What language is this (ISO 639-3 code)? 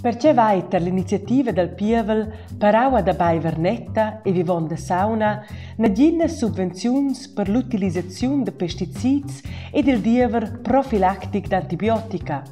roh